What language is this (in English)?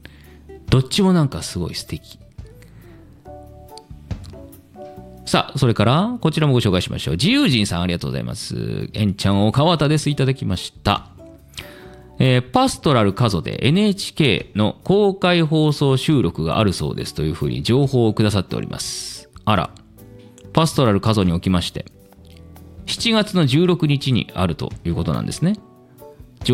Japanese